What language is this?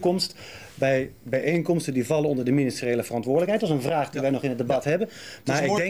Dutch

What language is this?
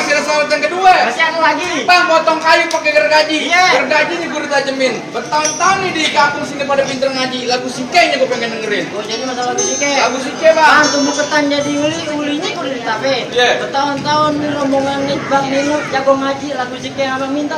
Betawi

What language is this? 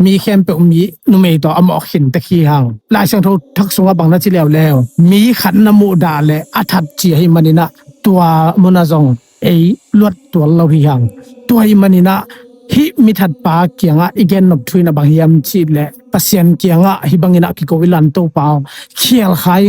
Tedim Chin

